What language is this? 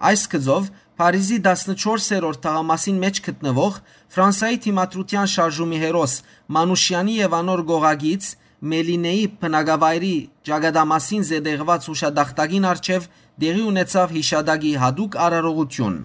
Western Armenian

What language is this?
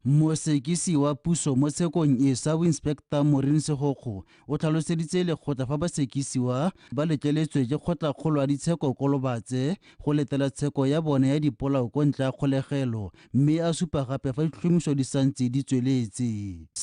Tswana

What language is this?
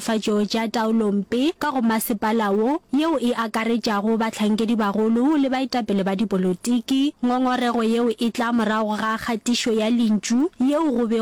Northern Sotho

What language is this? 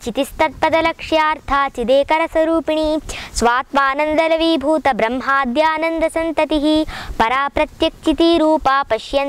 Sanskrit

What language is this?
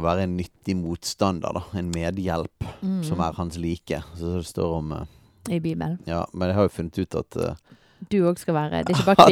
Norwegian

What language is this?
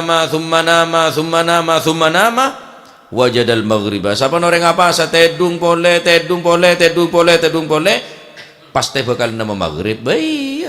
Madurese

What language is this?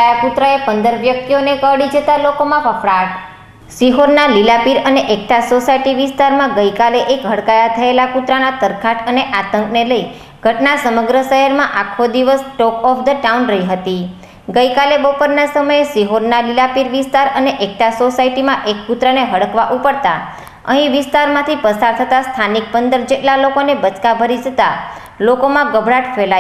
Gujarati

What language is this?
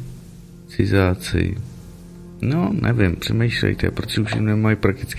Czech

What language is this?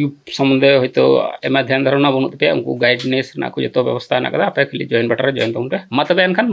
Santali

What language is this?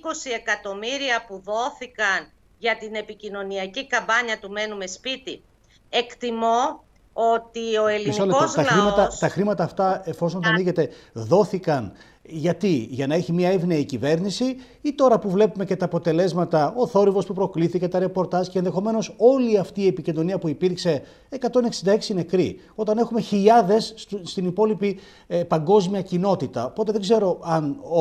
Greek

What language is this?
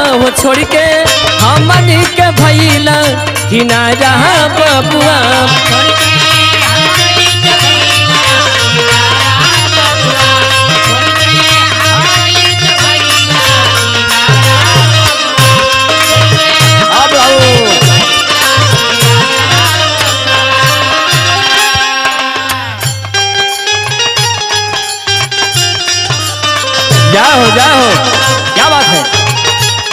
Bhojpuri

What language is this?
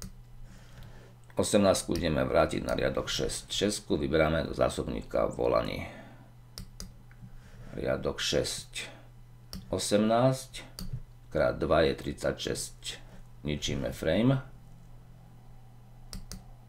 Slovak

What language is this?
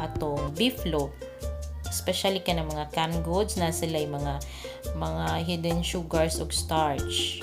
Cebuano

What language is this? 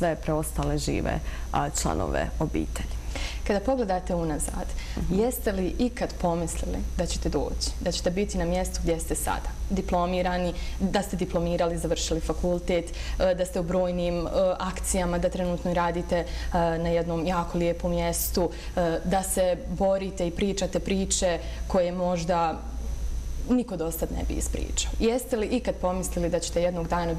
Bosnian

